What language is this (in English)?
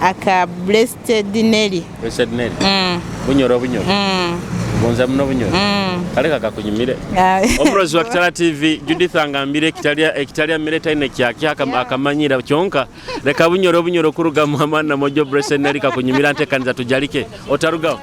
Tooro